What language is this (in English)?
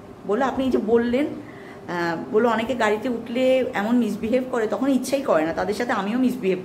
Bangla